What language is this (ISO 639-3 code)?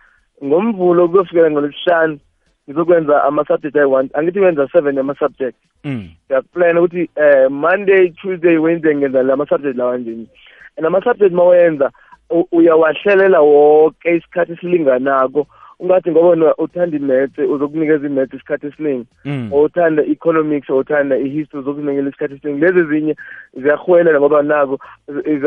nbl